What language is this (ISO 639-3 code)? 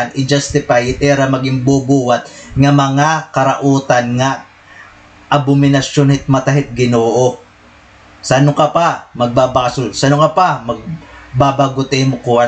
war